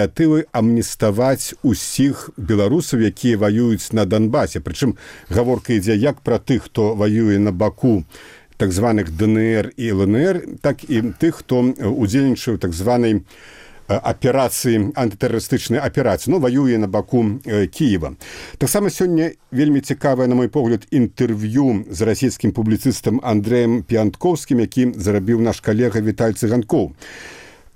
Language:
Belarusian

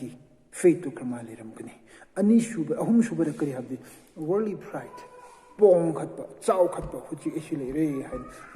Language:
Manipuri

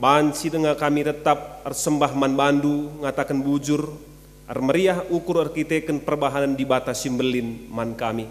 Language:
Batak Karo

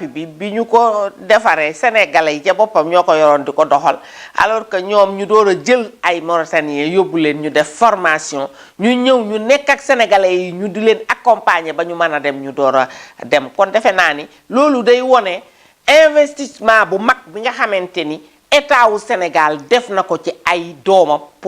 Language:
Wolof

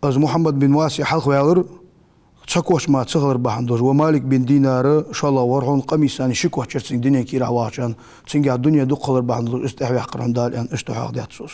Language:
Ingush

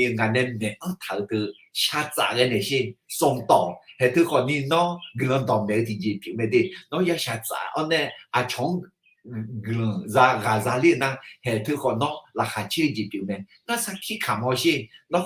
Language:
Akha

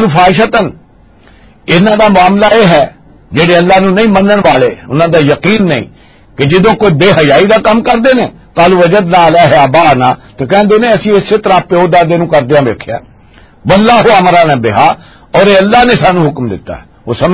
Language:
Western Panjabi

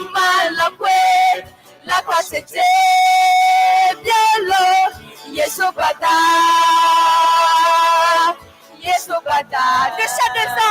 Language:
Akha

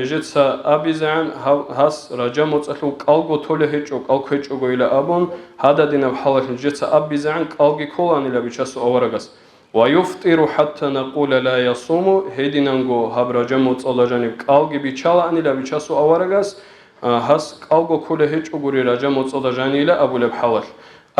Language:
Avaric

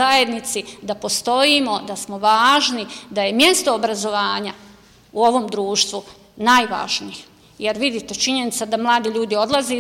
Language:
Bosnian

